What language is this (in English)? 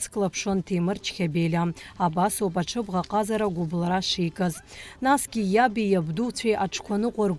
Abkhazian